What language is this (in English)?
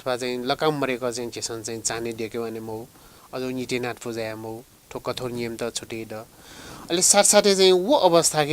Newari